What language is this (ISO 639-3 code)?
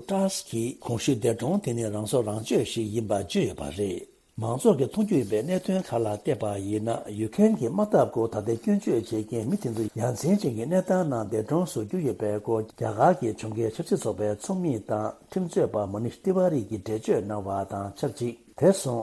bod